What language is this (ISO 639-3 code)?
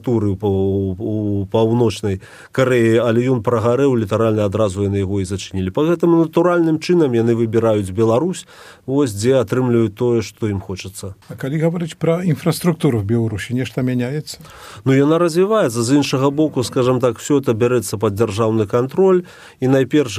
bel